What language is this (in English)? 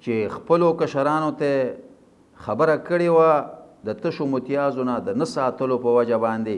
Pashto